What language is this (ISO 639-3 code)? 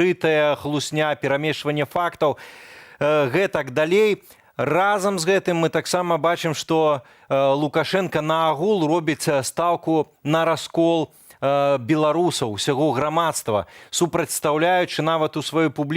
bel